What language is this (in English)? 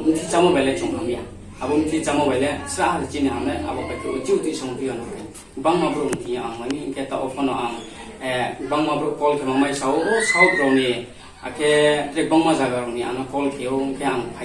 Riang (India)